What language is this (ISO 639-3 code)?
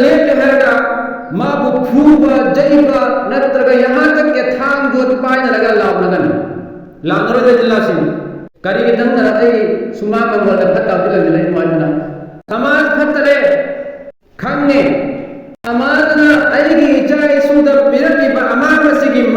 mni